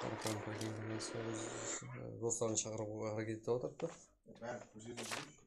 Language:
Kara-Kalpak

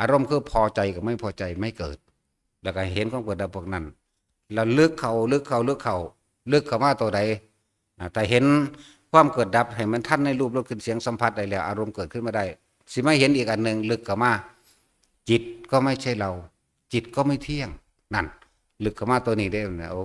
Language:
Northeastern Thai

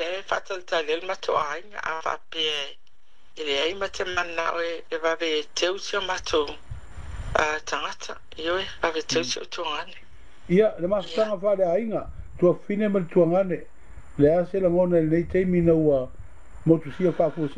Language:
Samoan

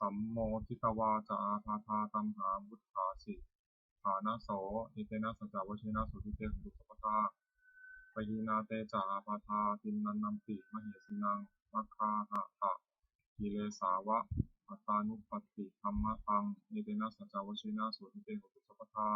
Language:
Pali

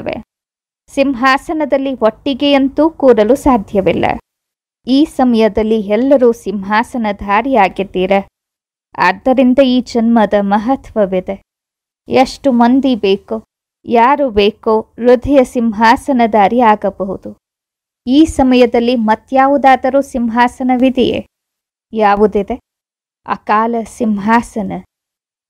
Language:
Kannada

